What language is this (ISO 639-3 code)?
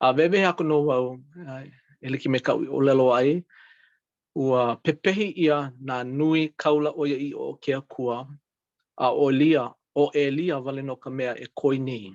haw